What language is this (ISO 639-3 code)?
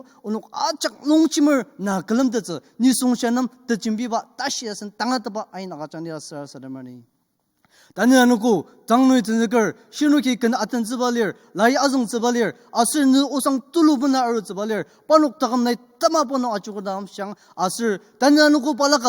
njo